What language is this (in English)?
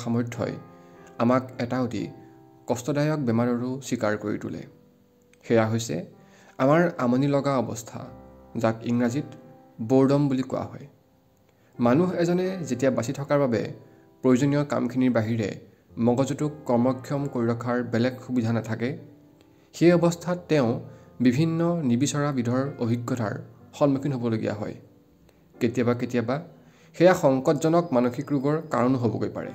Assamese